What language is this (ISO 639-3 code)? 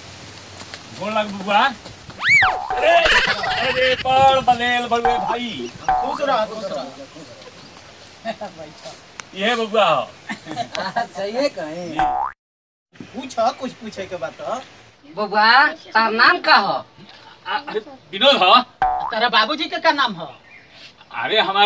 bho